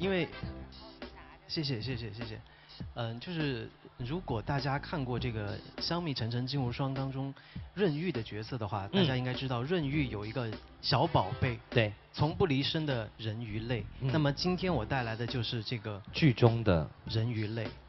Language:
Chinese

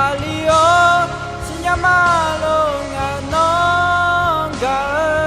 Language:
Akha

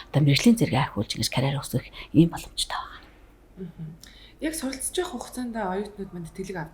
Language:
Mongolian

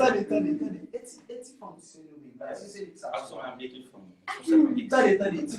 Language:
Haitian Creole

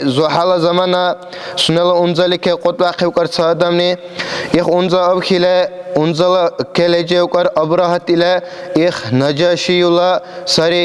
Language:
Dargwa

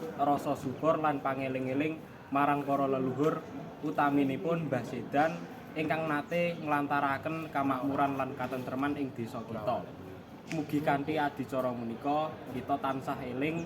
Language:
Javanese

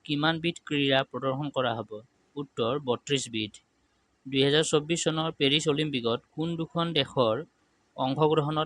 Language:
Assamese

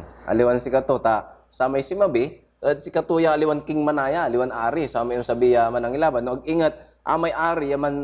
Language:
Pangasinan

